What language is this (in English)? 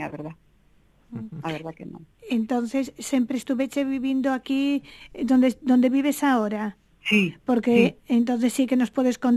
Galician